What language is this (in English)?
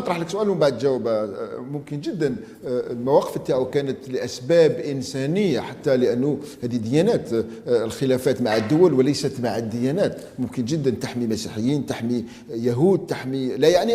Algerian Arabic